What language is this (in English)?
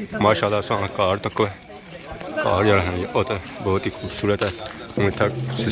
Pahari-Potwari